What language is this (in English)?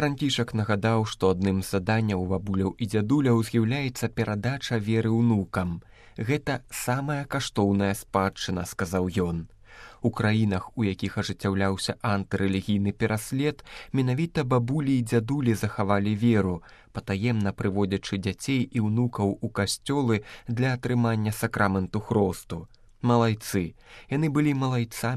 Belarusian